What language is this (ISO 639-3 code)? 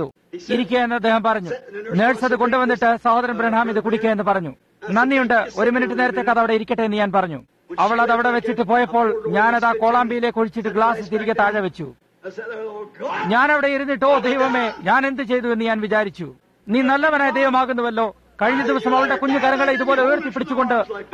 mal